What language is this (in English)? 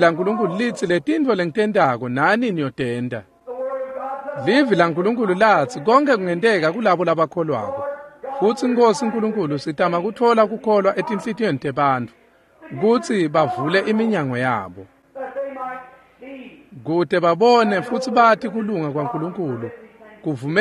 Swati